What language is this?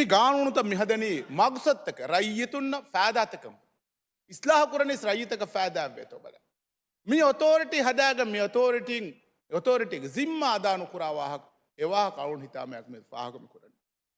Divehi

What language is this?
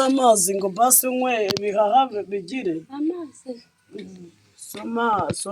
Kinyarwanda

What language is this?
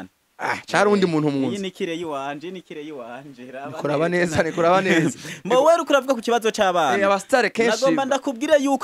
Rundi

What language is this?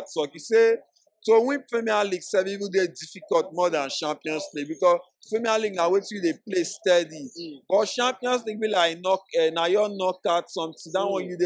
Nigerian Pidgin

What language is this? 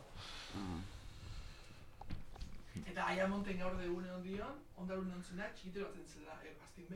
Basque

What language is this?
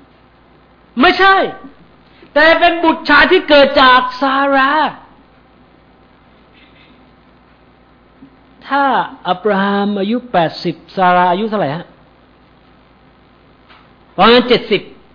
Thai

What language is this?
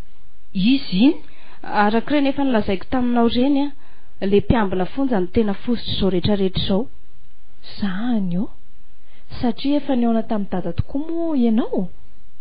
Malagasy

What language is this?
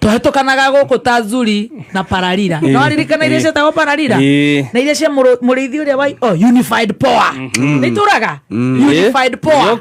Kikuyu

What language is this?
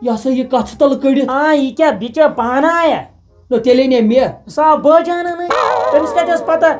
Kashmiri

